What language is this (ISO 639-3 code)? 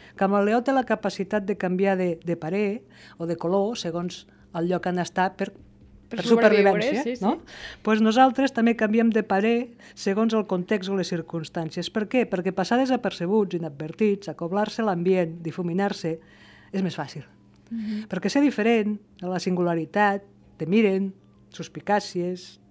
cat